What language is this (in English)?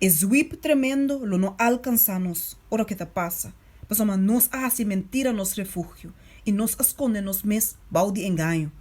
Papiamento